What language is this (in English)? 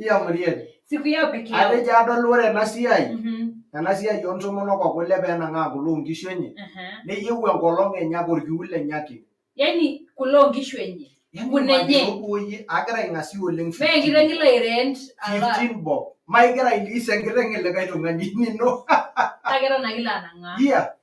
Masai